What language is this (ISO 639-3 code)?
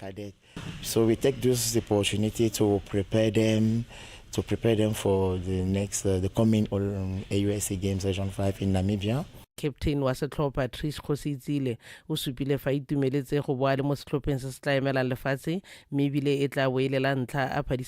tsn